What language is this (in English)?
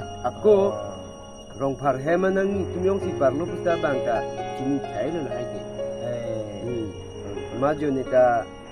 Karbi